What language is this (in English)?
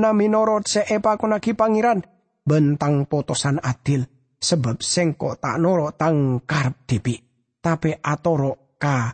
Madurese